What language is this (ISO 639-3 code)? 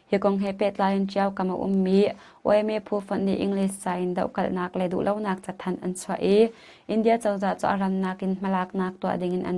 cnh